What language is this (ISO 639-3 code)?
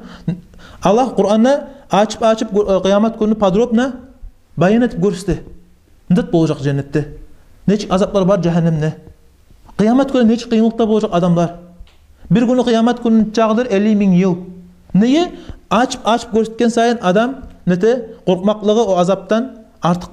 kum